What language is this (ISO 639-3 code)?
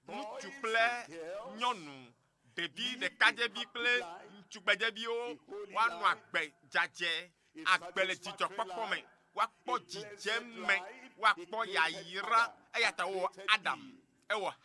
ewe